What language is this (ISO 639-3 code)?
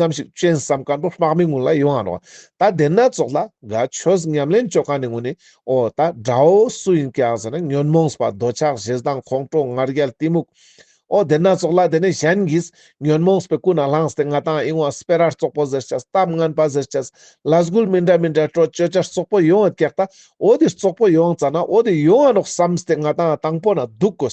lbj